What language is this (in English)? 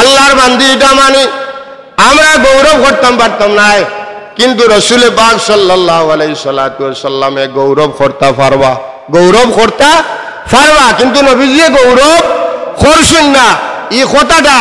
Sylheti